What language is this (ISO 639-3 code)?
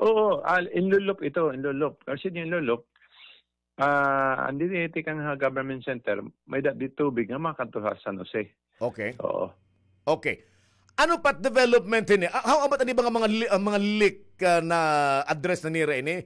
war